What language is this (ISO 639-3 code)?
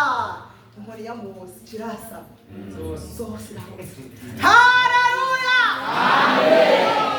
run